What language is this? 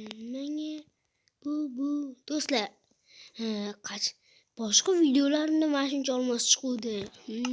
Uzbek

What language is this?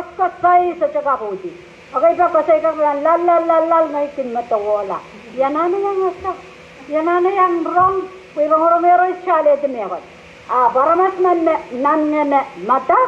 Pohnpeian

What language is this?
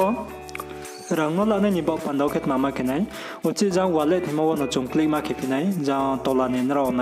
Riang (India)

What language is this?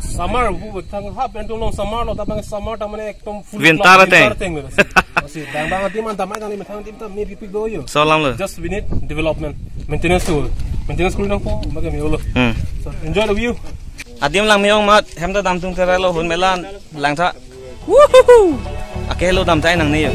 Karbi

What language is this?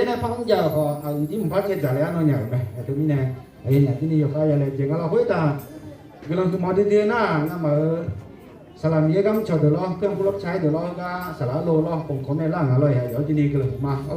Akha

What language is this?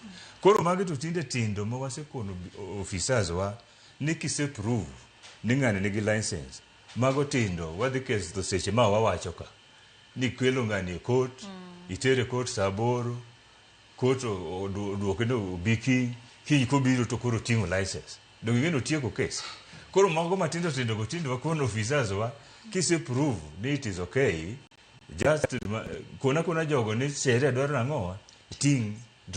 Luo (Kenya and Tanzania)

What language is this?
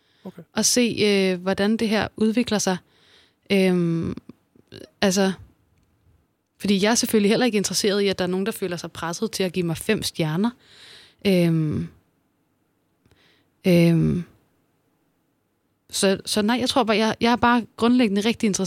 Danish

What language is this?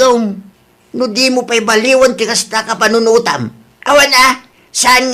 Iloko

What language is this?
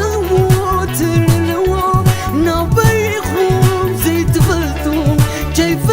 Tigrinya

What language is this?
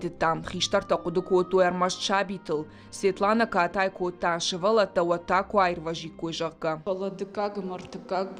Ossetic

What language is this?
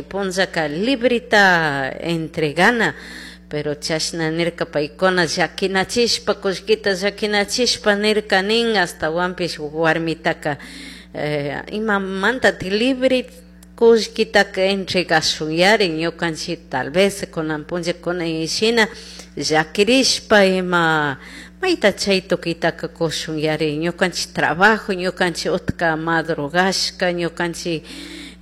Chimborazo Highland Quichua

